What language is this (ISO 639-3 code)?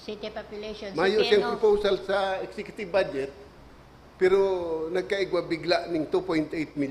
bik